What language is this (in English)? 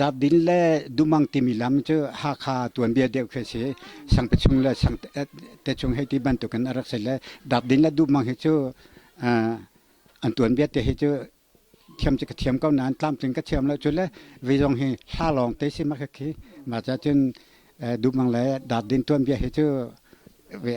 Hakha Chin